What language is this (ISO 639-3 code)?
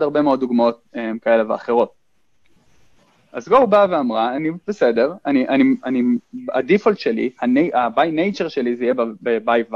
heb